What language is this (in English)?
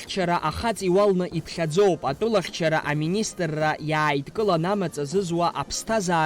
Abkhazian